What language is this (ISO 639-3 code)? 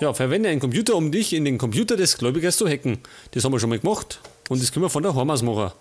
bar